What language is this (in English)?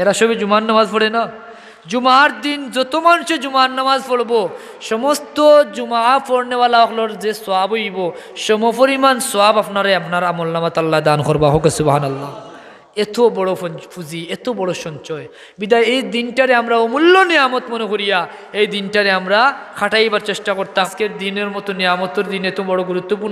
Sylheti